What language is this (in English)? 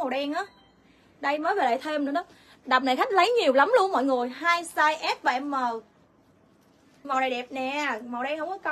Vietnamese